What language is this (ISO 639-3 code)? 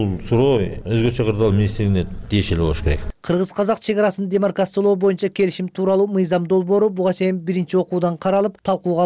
kir